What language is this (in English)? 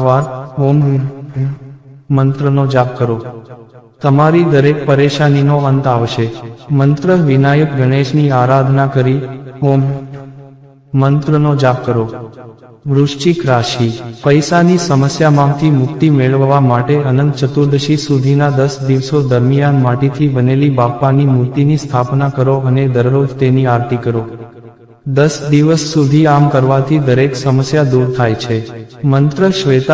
Gujarati